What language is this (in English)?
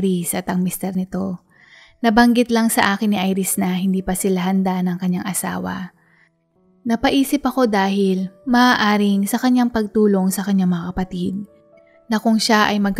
Filipino